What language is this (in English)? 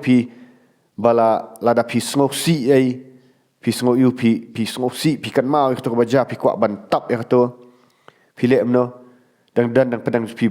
Khasi